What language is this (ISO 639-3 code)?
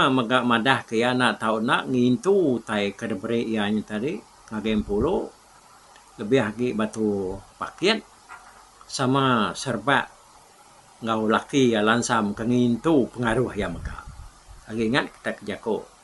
iba